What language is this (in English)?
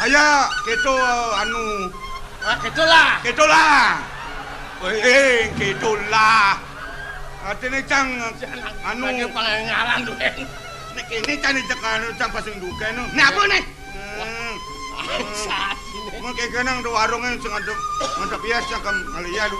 Balinese